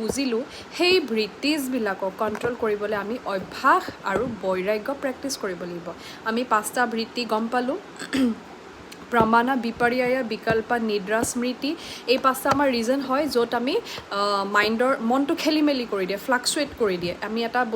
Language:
Assamese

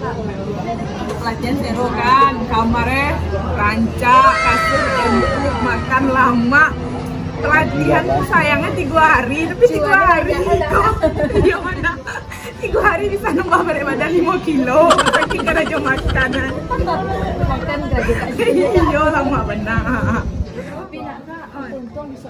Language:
Minangkabau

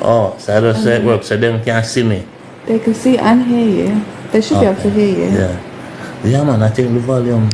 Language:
Jamaican Creole English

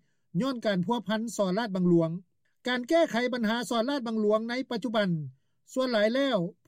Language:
Lao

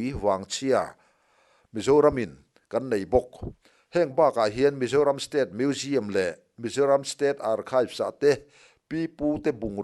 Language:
Mizo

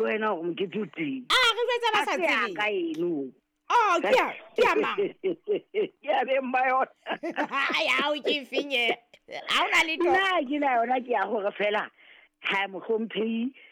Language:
Southern Sotho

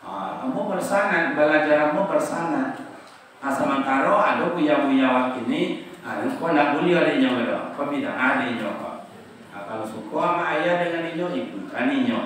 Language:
Minangkabau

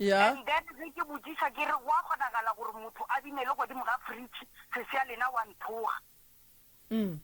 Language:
Northern Sotho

